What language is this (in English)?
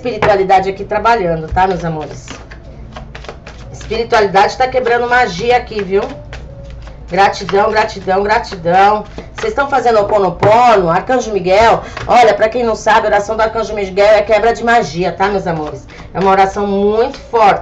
Portuguese